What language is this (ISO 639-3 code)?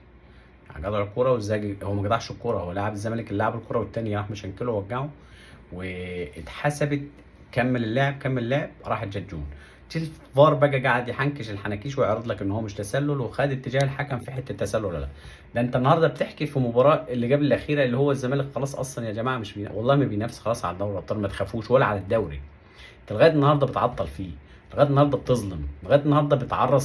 arz